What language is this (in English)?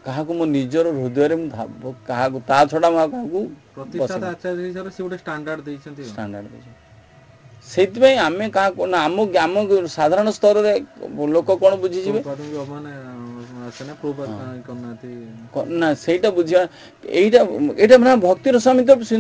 Odia